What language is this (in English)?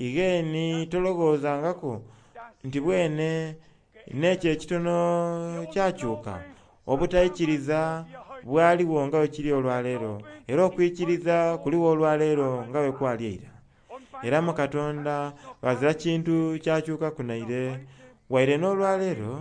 Soga